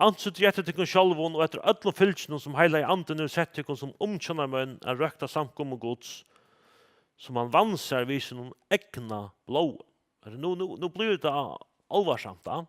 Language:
Faroese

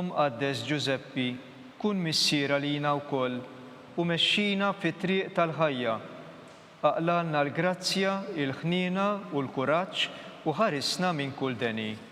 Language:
Maltese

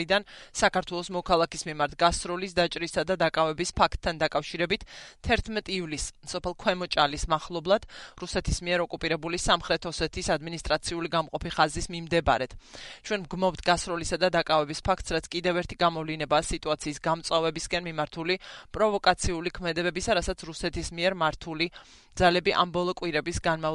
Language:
Georgian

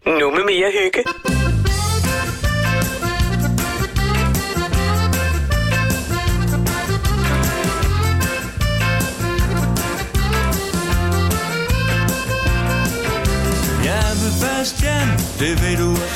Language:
Danish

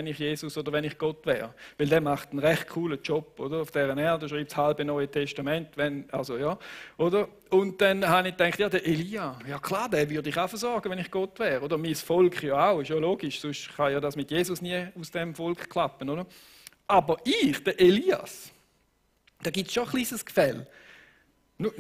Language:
Swiss German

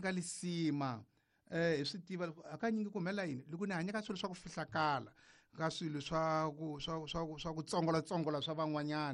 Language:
Tsonga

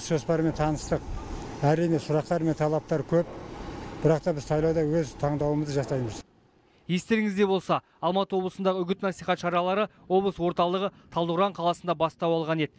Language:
Kazakh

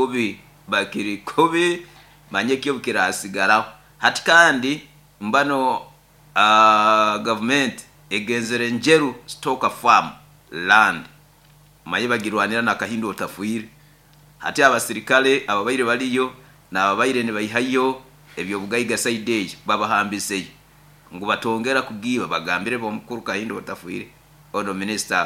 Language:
Nyoro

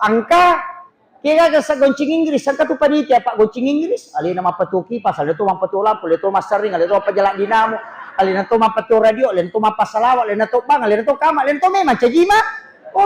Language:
Buginese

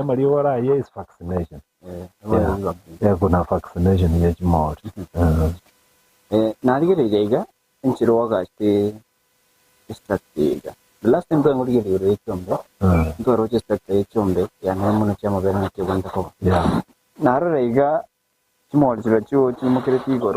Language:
Gusii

